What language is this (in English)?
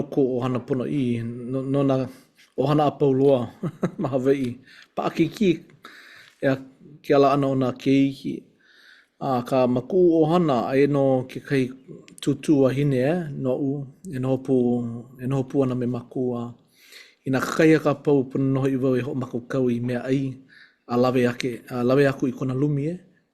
Hawaiian